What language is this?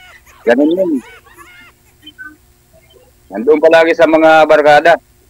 Filipino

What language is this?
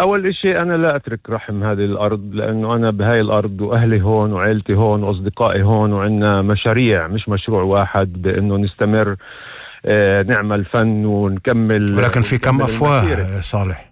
North Levantine Arabic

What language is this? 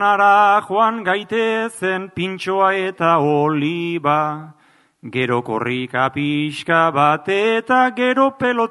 Basque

